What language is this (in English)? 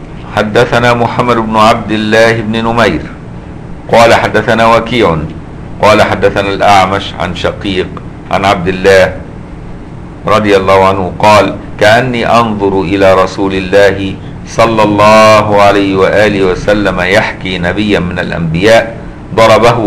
Arabic